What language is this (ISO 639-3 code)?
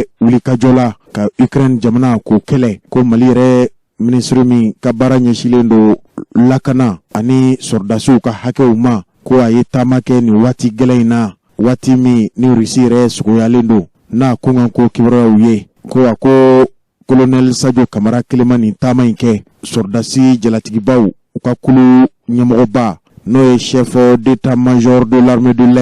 bam